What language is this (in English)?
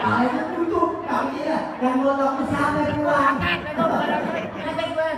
Betawi